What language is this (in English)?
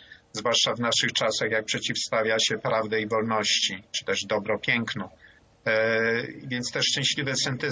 Polish